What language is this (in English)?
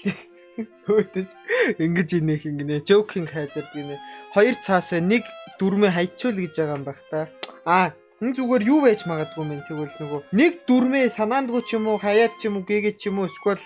Mongolian